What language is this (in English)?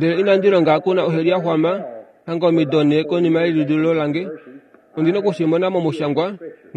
Kuanyama